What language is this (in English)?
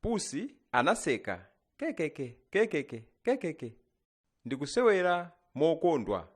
Nyanja